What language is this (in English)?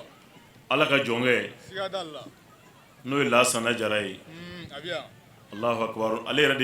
Bambara